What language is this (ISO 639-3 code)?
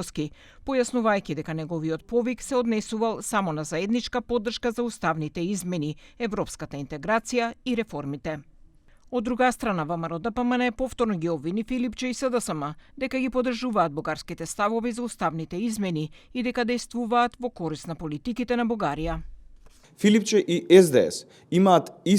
mkd